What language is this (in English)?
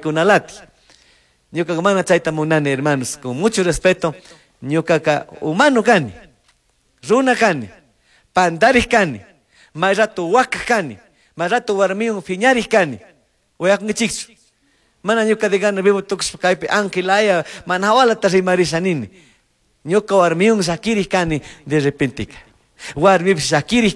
Chimborazo Highland Quichua